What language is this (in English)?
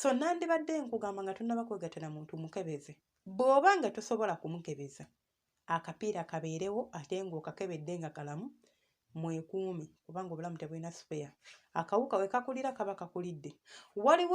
Ganda